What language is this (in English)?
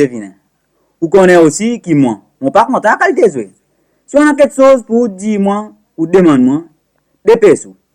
Seselwa Creole French